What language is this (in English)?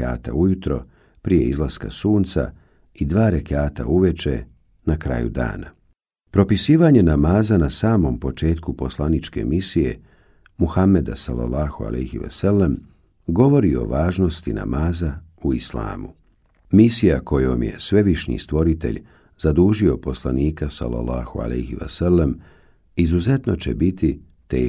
Bosnian